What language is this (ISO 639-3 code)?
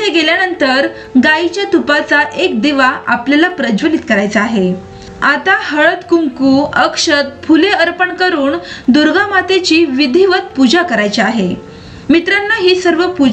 mar